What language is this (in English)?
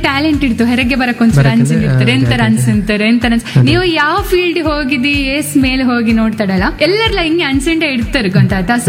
Kannada